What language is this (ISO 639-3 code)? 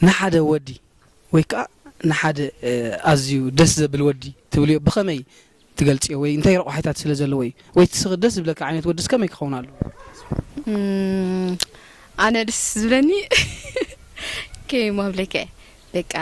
tir